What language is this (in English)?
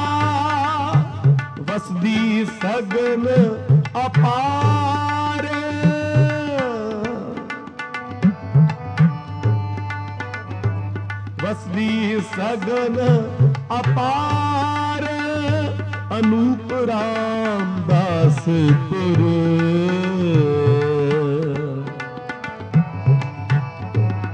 Punjabi